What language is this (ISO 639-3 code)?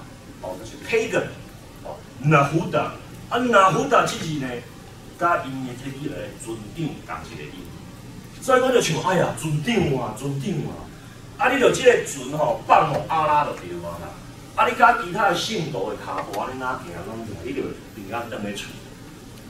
nan